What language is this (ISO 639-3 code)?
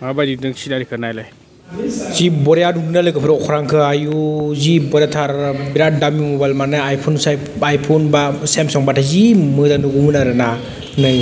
brx